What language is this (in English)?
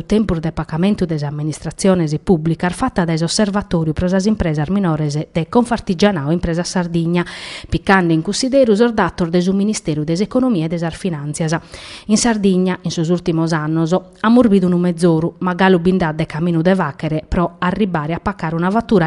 Sardinian